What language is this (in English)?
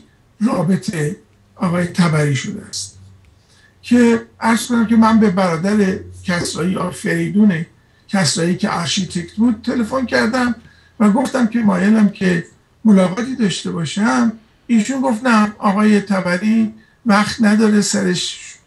Persian